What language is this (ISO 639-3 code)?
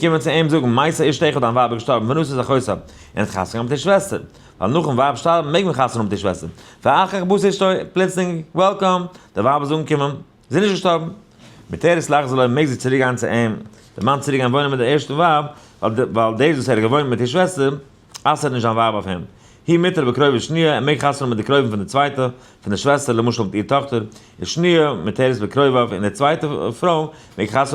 yid